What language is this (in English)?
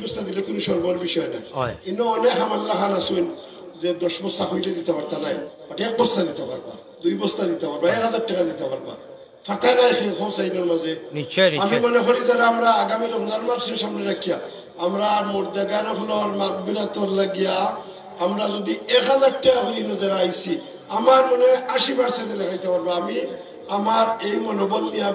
Sylheti